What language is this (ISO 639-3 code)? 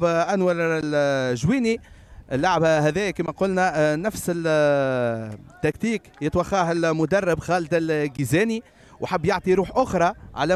aeb